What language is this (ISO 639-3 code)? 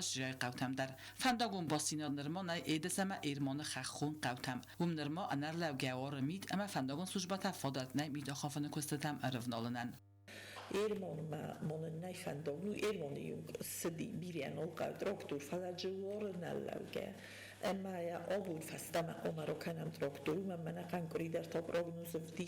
oss